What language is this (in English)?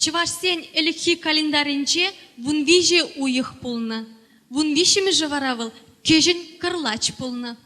Chuvash